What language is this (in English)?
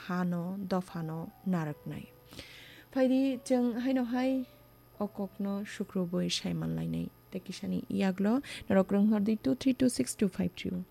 Kok Borok